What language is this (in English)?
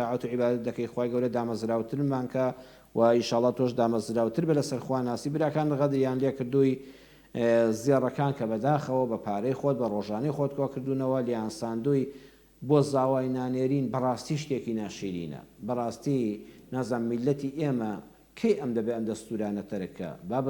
Central Kurdish